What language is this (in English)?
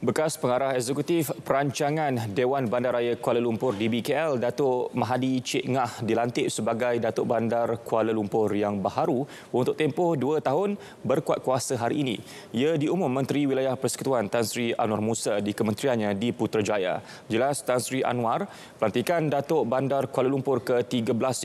Malay